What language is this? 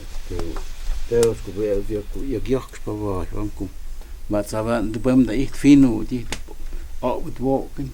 Totontepec Mixe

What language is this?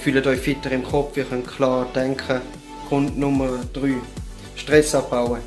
Swiss German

